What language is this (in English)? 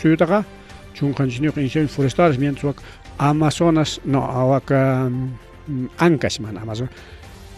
Ayacucho Quechua